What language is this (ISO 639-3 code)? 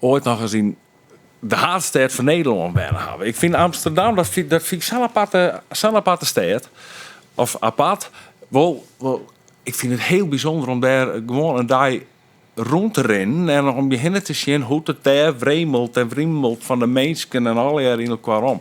fry